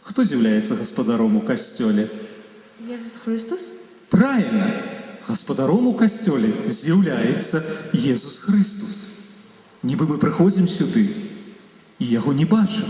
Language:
Belarusian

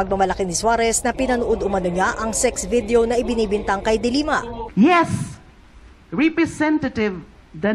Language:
Filipino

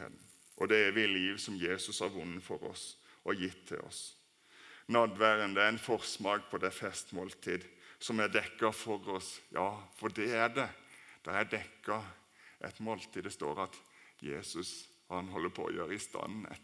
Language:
Norwegian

